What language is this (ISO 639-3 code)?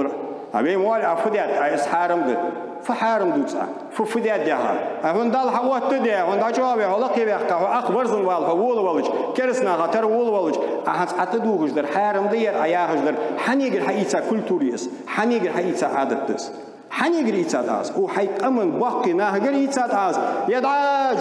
inh